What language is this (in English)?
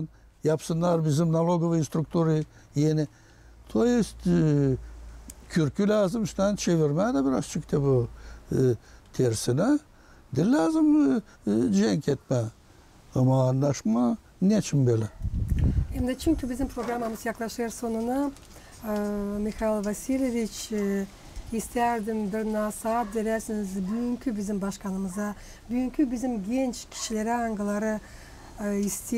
Gagauz